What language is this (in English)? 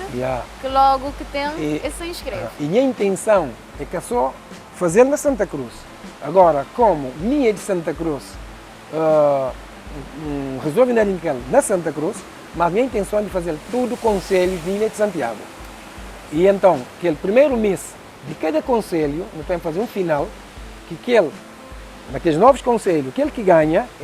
Kabuverdianu